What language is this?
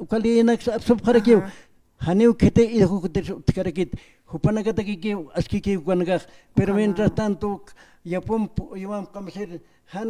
Aymara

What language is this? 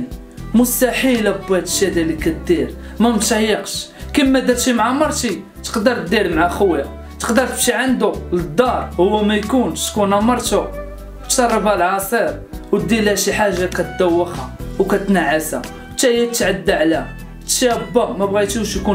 Moroccan Arabic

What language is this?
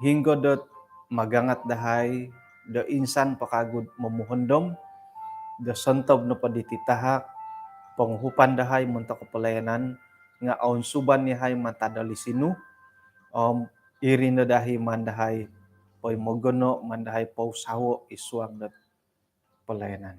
Central Dusun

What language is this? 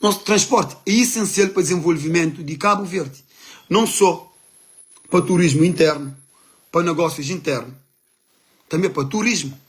Kabuverdianu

